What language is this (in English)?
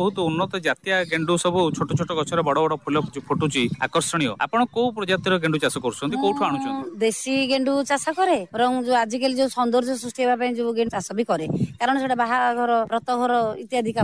Odia